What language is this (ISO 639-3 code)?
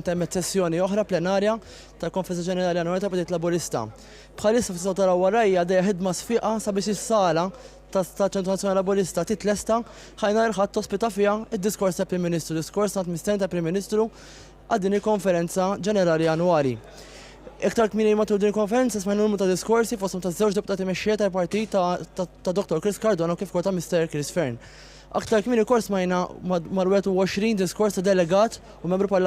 mlt